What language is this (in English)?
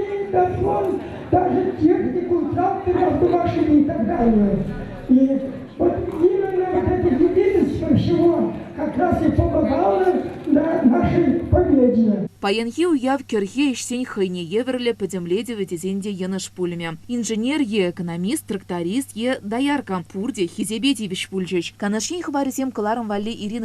Chuvash